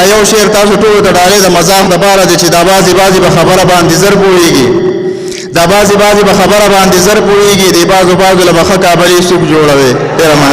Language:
Pashto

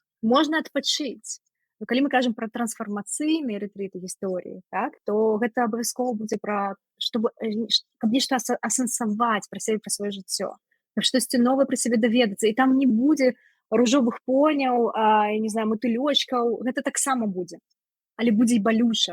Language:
Belarusian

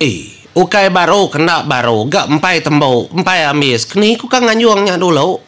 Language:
Iban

